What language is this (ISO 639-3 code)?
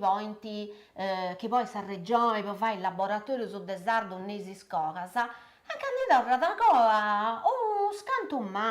srd